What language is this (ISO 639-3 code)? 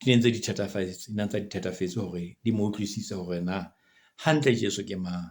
sot